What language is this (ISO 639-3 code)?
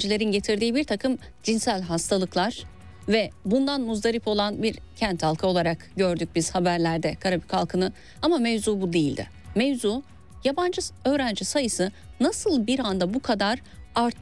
tur